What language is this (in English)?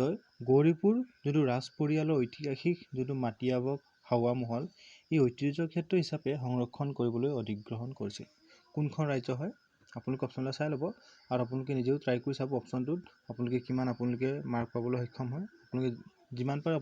Assamese